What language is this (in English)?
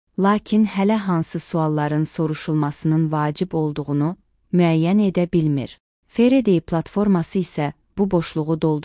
Azerbaijani